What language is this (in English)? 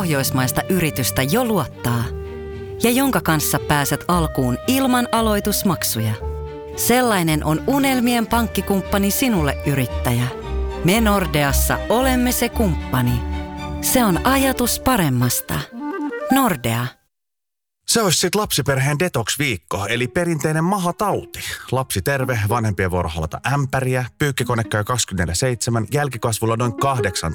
Finnish